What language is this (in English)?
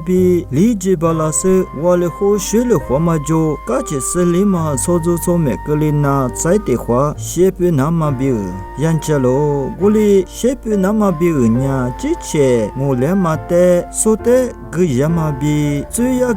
Lisu